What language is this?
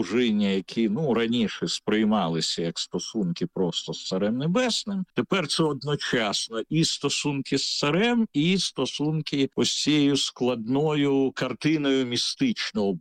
Ukrainian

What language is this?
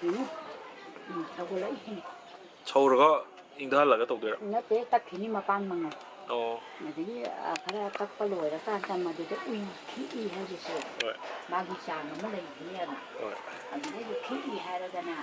Manipuri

